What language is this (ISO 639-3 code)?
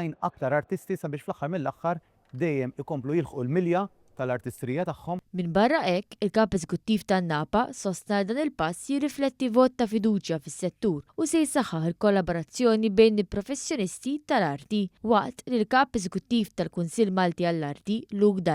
mlt